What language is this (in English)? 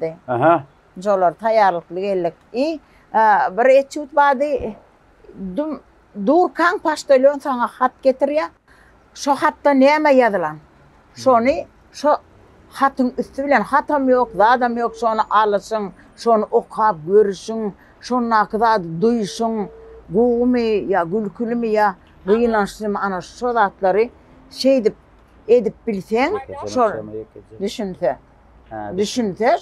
Turkmen